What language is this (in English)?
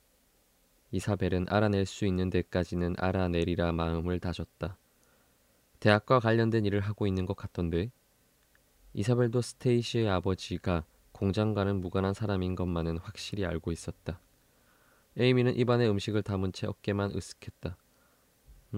Korean